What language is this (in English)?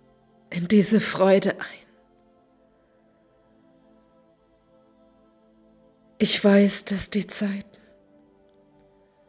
German